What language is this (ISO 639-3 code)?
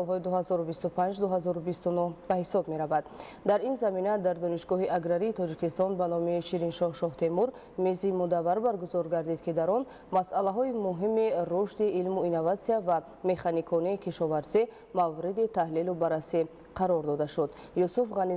tgk